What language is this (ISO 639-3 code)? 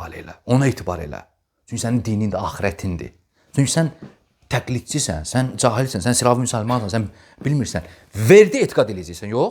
aze